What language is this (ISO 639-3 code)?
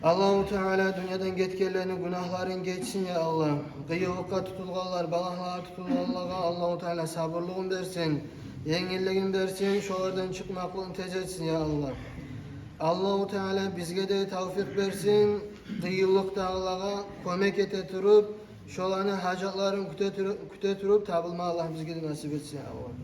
kum